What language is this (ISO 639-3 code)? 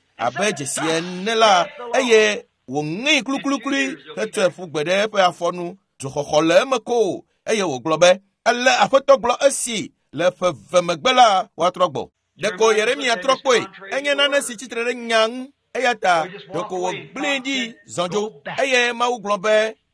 ewe